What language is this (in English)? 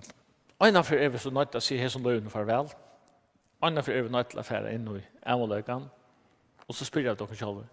Faroese